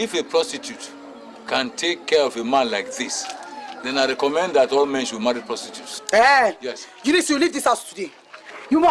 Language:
Nigerian Pidgin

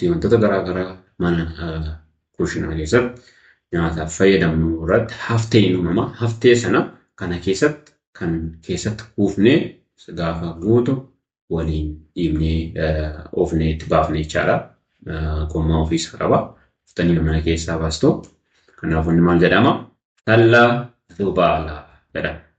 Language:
Oromo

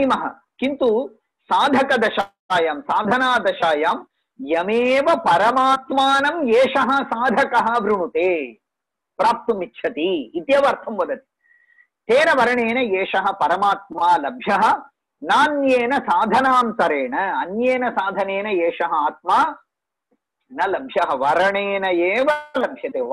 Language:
Sanskrit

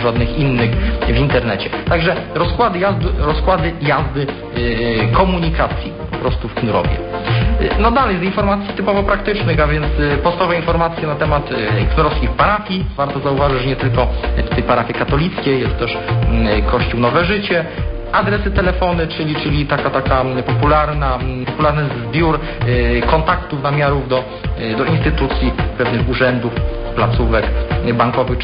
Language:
Polish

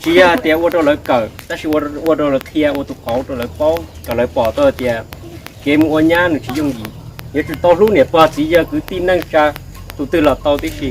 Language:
Hmong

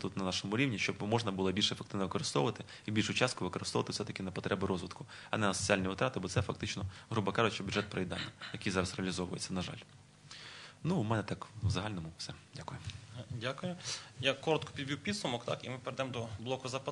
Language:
Ukrainian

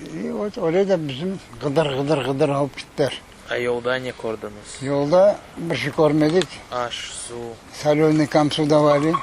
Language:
Crimean Tatar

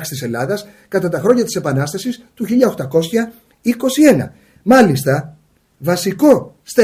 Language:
Greek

